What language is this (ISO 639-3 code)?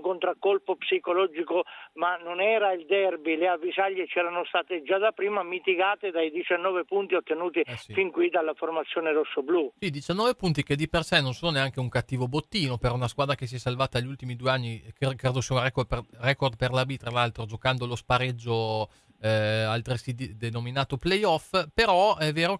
ita